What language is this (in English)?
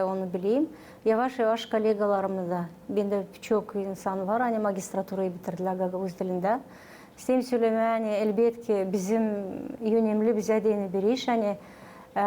Gagauz